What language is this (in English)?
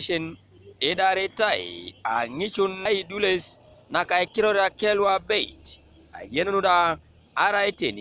Teso